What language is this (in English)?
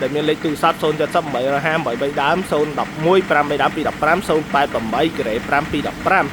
Khmer